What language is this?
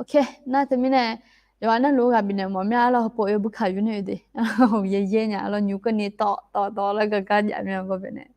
Akha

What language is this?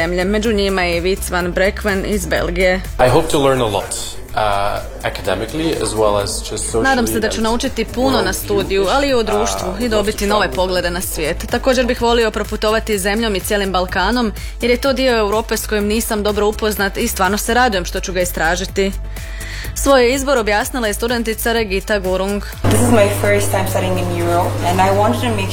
Croatian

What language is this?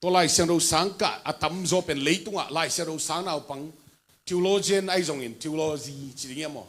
Tedim Chin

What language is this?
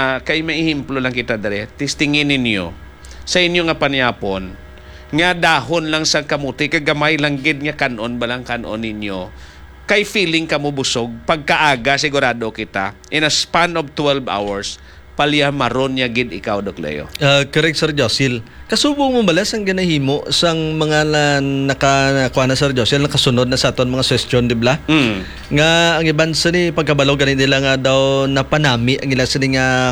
Hiligaynon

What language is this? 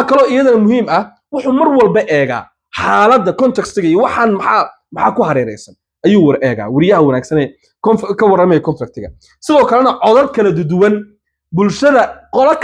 Somali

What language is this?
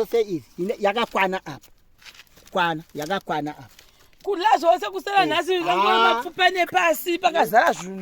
Shona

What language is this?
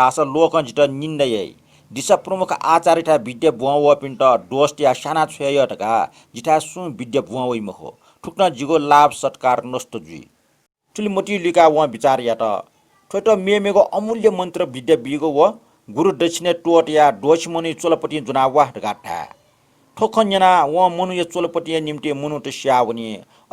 Newari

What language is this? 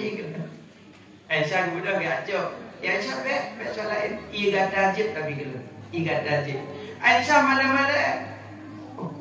Achinese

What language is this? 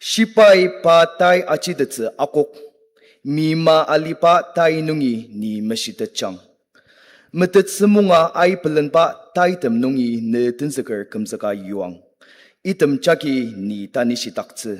Ao Naga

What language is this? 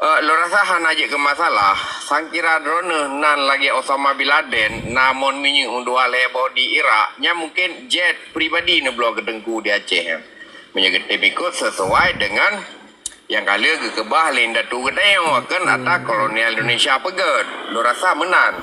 Achinese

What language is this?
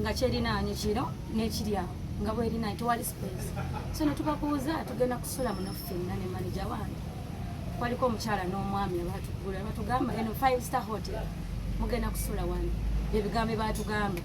Ganda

